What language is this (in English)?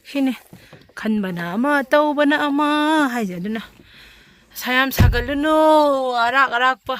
Manipuri